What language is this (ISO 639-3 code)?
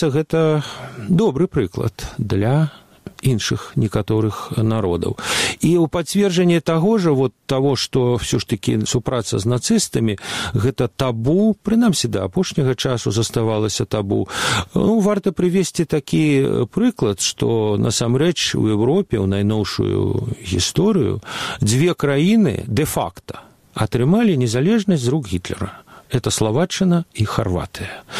bel